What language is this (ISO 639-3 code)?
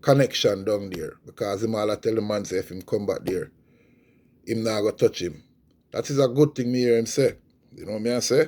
jam